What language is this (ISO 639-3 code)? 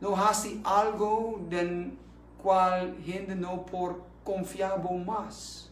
pap